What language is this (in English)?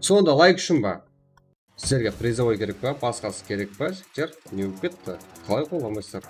Kara-Kalpak